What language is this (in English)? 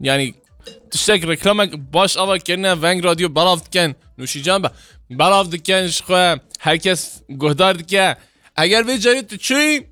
Kurdish